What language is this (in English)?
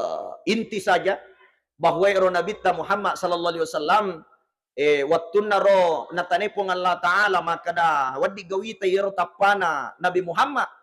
Buginese